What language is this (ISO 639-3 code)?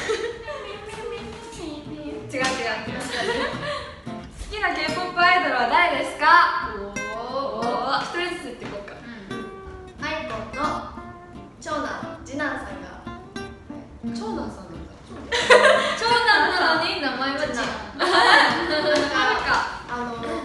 jpn